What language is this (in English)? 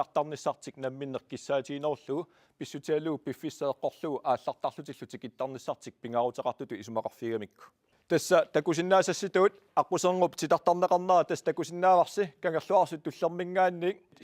Kalaallisut